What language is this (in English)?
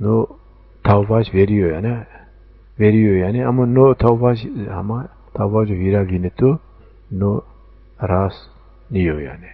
Zaza